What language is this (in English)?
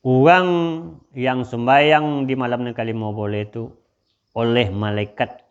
Minangkabau